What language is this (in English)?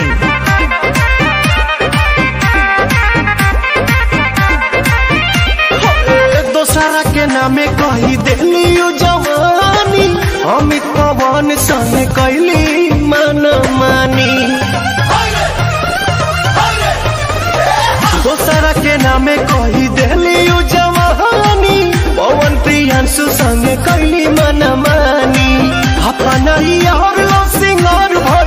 Bhojpuri